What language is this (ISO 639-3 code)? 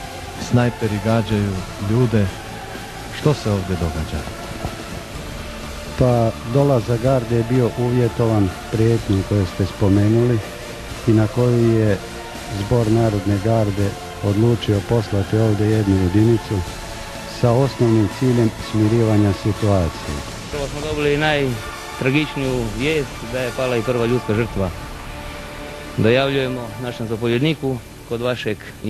hrv